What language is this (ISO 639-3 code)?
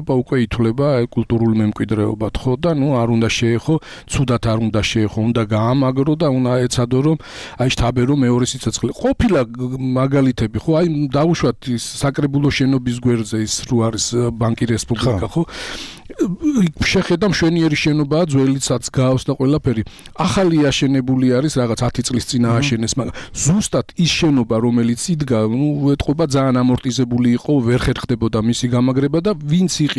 kat